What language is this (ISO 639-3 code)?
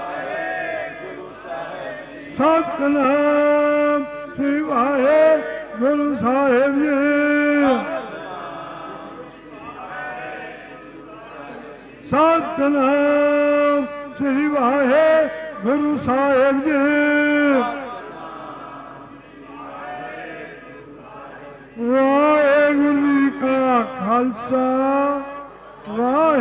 pan